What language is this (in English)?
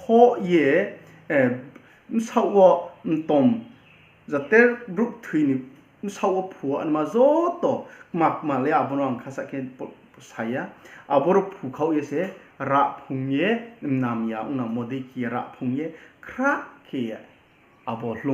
Riang (India)